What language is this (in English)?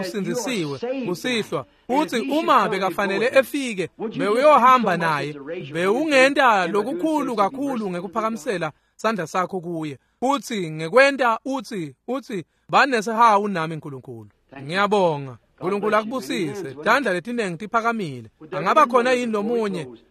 Swati